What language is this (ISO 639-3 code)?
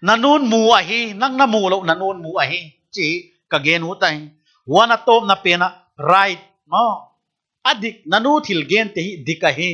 pck